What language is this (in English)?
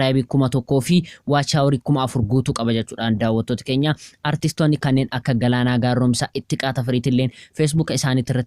Oromo